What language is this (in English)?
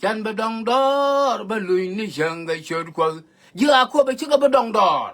Nuer